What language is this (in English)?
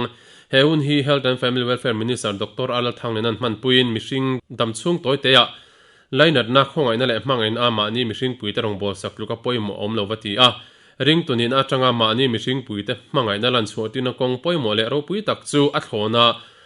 Mizo